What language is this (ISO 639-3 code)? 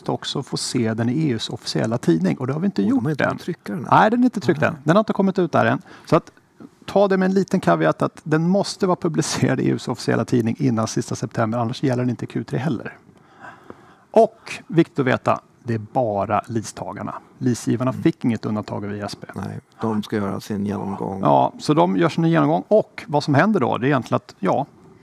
swe